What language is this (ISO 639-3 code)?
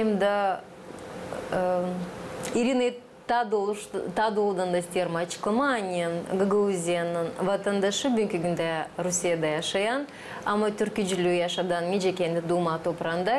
gag